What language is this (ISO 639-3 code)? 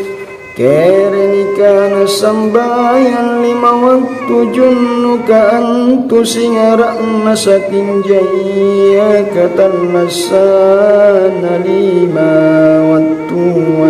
mak